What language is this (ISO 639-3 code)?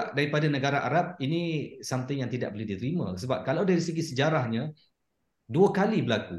msa